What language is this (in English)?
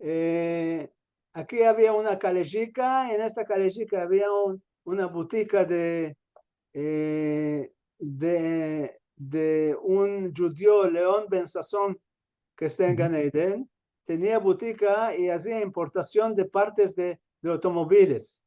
Ladino